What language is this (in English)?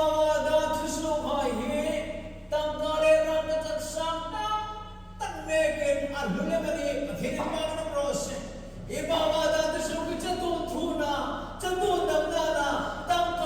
Hmar